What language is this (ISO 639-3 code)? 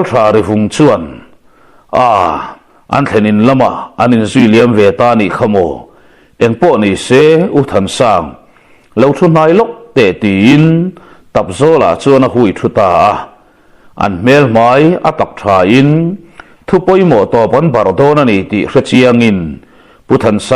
lus